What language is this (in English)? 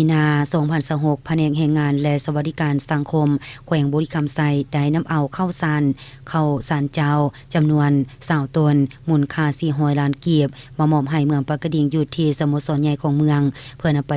Lao